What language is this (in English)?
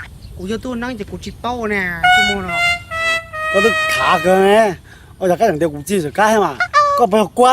Hmong